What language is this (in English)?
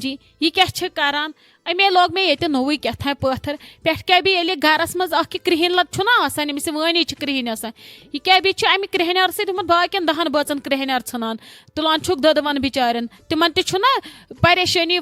Kashmiri